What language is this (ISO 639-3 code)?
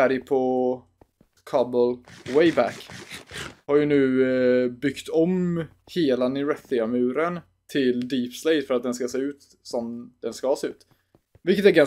swe